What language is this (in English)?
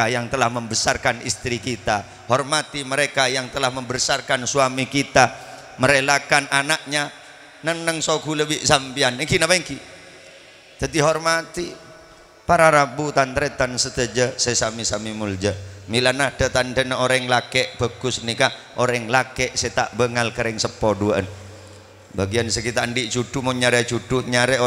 Madurese